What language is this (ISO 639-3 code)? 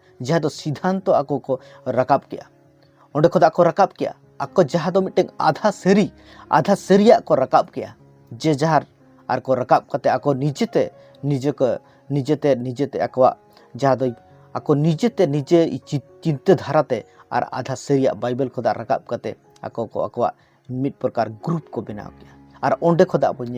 sat